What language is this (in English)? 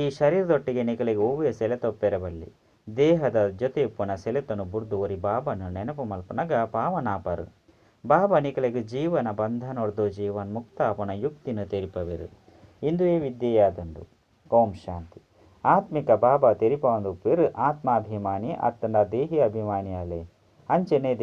Tulu